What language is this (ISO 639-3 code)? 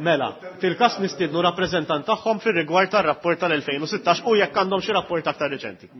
mlt